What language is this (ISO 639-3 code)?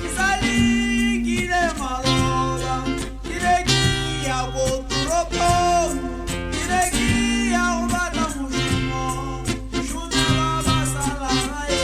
tsn